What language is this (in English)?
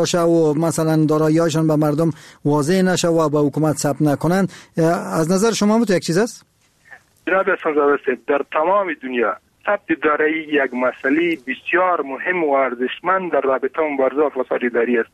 Persian